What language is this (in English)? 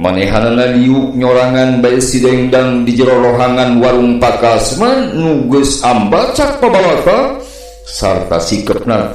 Sundanese